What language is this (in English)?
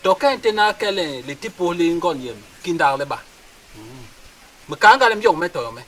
Basaa